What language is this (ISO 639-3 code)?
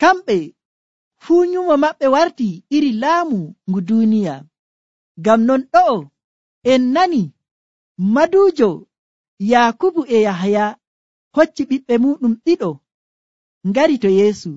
fuv